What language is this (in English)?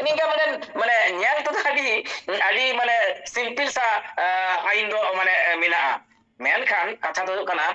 Santali